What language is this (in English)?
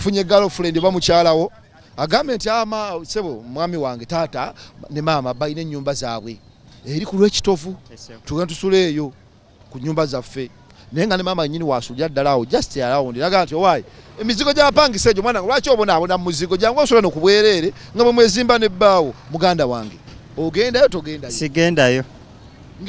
Ganda